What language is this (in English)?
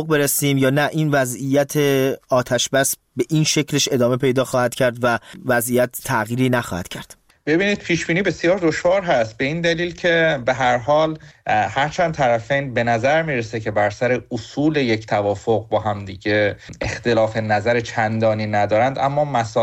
Persian